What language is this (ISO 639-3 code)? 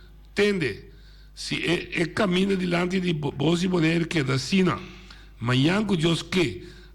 pap